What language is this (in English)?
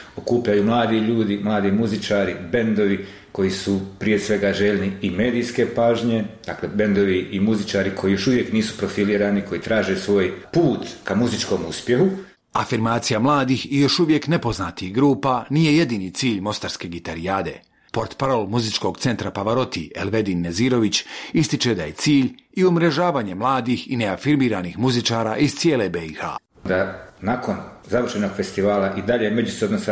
Bosnian